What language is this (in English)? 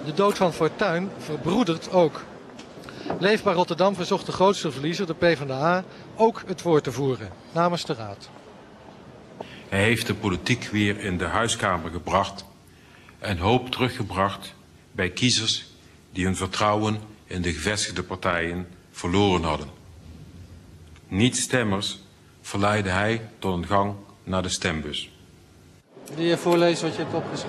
Dutch